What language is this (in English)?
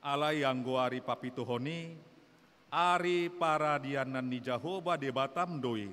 Batak Toba